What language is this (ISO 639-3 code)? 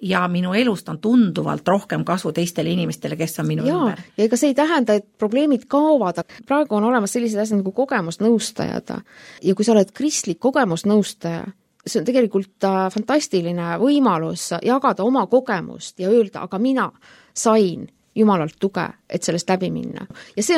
est